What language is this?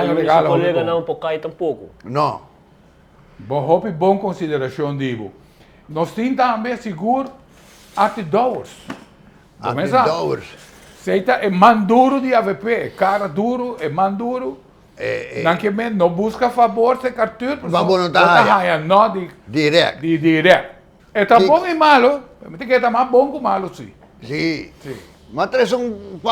Papiamento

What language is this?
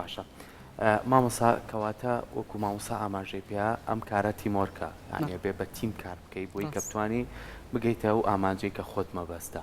Central Kurdish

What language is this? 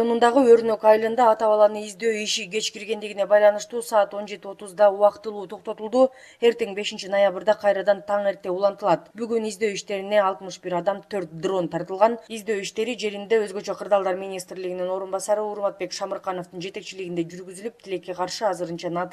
Kyrgyz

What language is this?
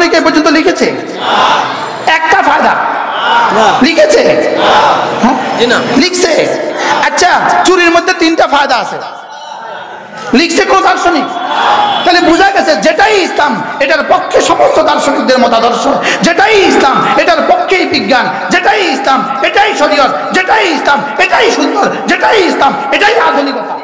Bangla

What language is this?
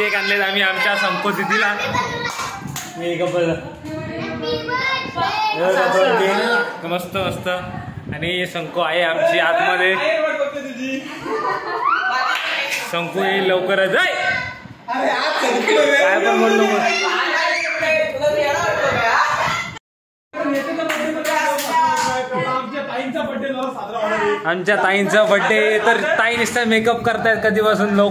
Marathi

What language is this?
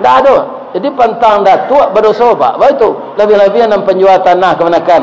Minangkabau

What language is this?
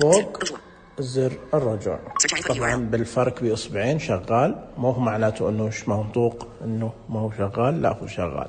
Najdi Arabic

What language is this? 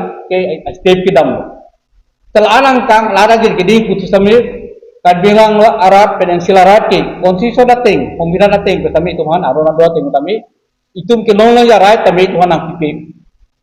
Karbi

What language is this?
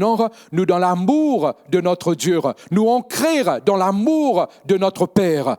Morisyen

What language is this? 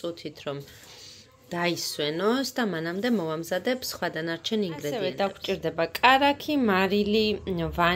Georgian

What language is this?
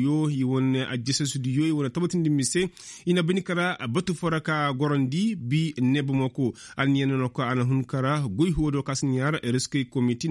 Koyraboro Senni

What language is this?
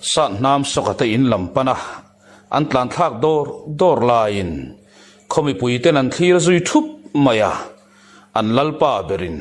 Mizo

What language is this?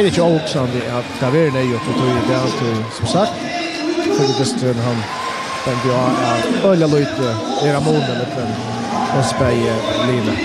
Faroese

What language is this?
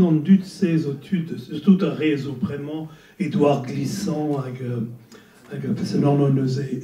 Breton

